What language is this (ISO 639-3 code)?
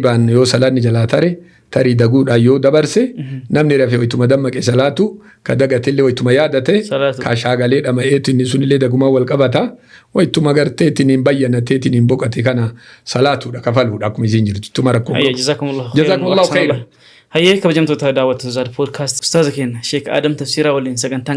orm